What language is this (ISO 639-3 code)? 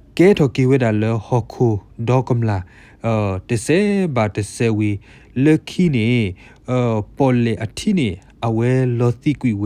ksw